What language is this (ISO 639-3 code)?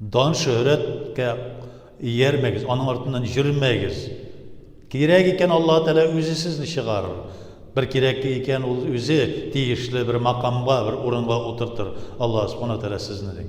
tat